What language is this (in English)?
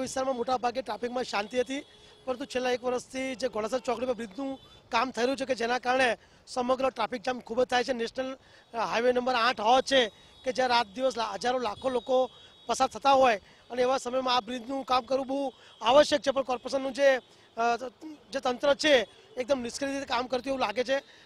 Gujarati